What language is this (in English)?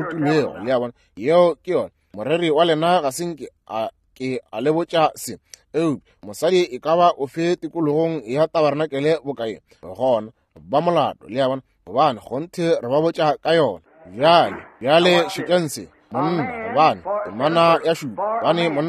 Northern Sotho